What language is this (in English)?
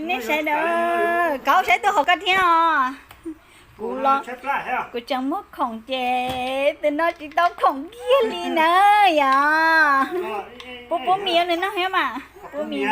Hmong